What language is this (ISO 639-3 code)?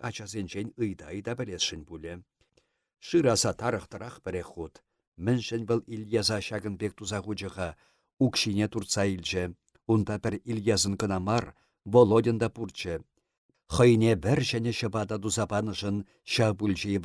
chv